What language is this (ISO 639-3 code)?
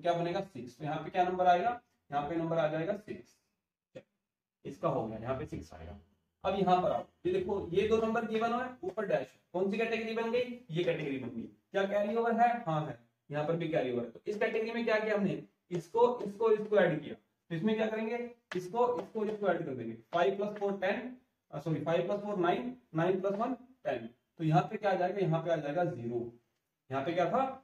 hin